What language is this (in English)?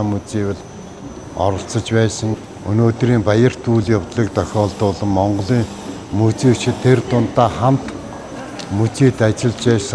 Mongolian